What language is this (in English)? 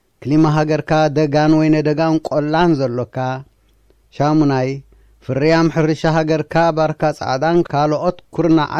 Tigrinya